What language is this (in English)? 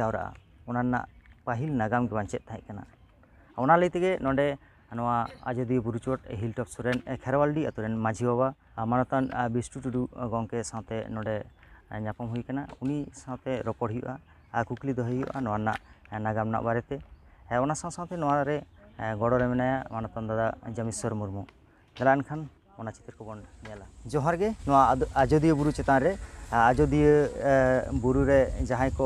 Santali